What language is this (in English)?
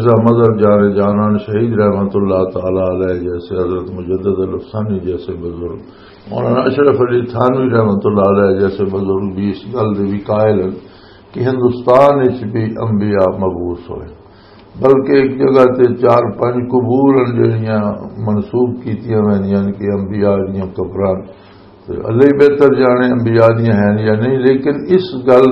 Western Panjabi